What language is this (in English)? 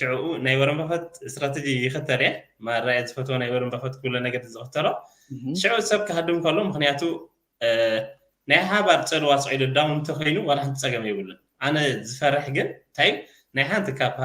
Tigrinya